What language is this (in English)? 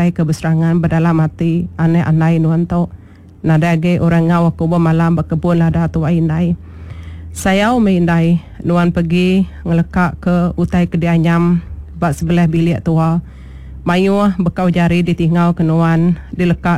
Iban